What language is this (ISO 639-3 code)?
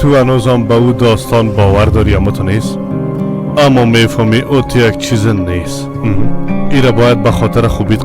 fas